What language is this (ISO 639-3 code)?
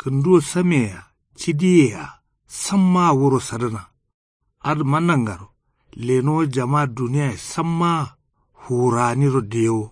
kau